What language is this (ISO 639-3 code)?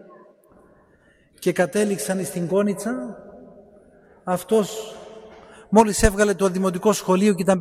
ell